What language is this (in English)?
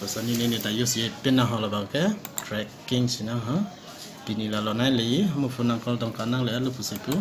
Karbi